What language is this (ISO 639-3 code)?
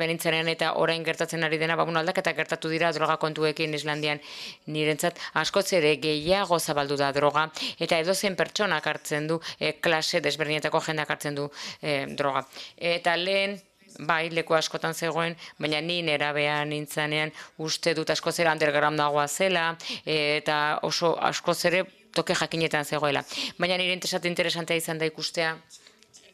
eus